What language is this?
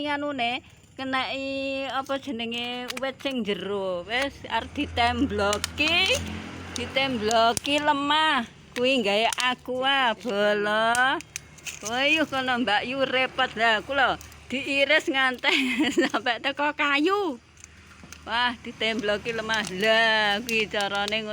Javanese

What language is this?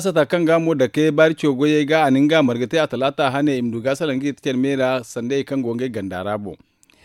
Zarma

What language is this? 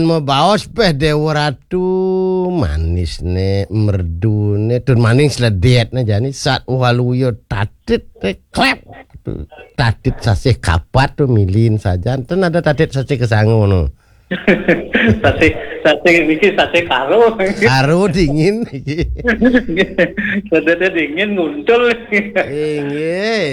Balinese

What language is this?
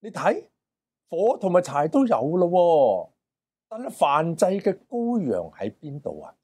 Cantonese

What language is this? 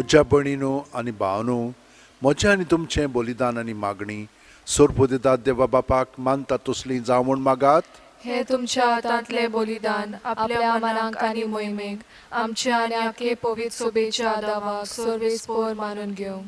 Konkani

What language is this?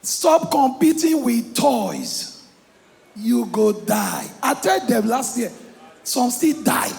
Nigerian Pidgin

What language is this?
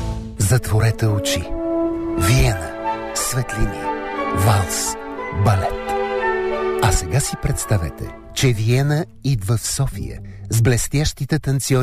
Bulgarian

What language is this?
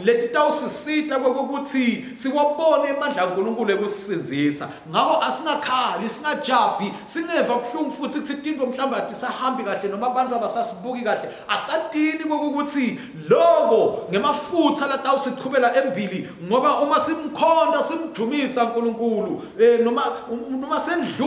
Swati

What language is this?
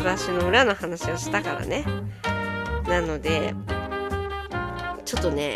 Japanese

